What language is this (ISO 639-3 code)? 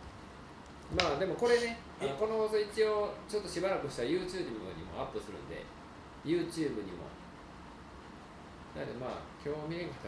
jpn